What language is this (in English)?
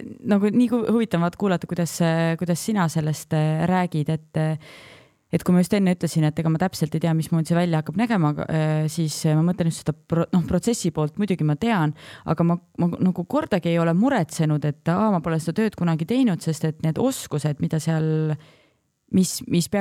Estonian